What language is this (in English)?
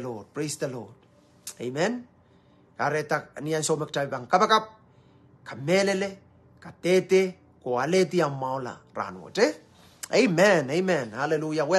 Pohnpeian